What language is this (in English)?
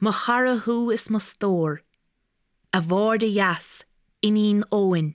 Irish